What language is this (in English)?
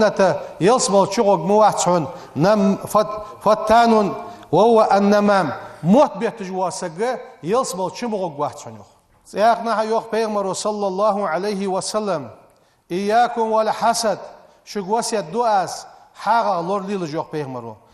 Ingush